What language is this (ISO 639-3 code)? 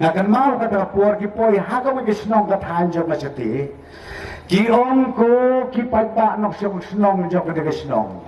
kha